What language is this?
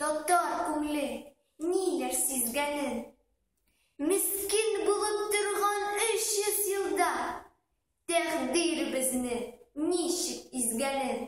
Tatar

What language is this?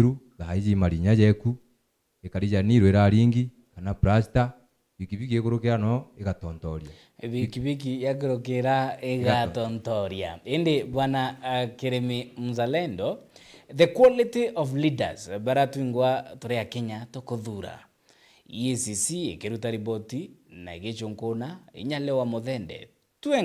Meru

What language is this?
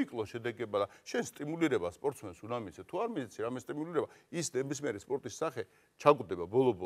Georgian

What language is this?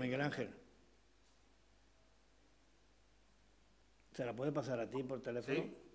Spanish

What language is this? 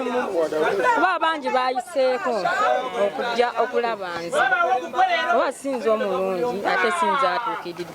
Ganda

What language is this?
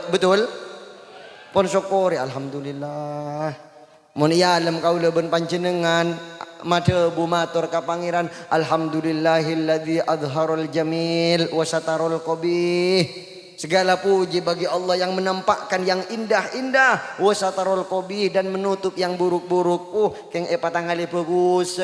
Madurese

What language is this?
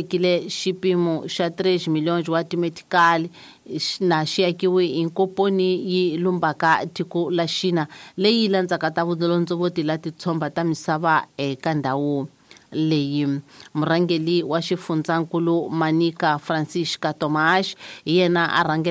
Tsonga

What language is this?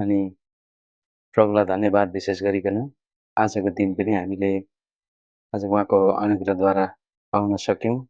Nepali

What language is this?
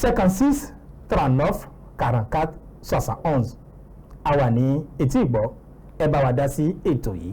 Yoruba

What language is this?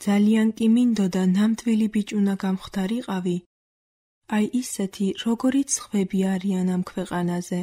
Georgian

